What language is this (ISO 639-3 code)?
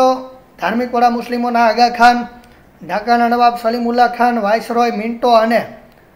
guj